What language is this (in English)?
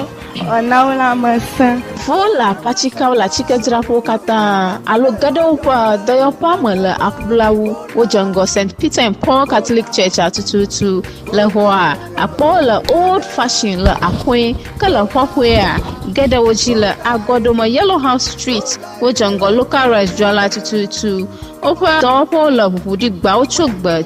Ewe